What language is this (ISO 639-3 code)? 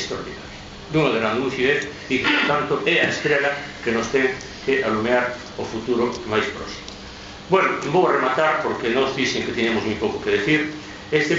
glg